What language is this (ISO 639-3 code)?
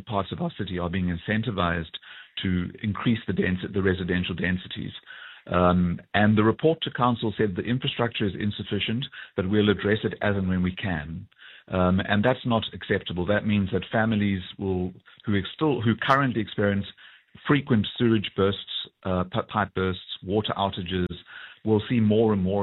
eng